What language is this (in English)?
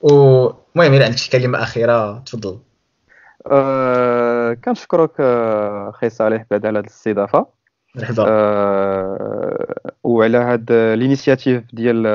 Moroccan Arabic